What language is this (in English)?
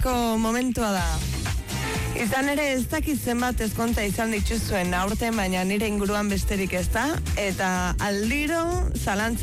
Basque